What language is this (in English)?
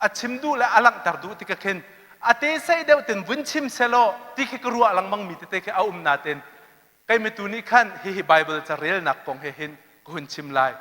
Hakha Chin